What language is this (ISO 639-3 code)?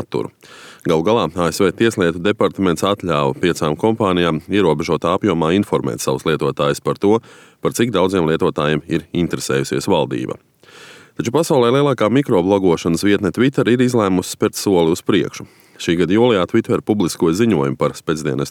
lav